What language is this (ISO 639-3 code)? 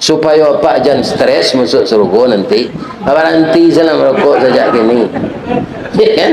min